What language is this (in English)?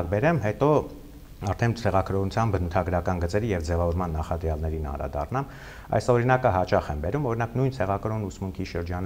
Armenian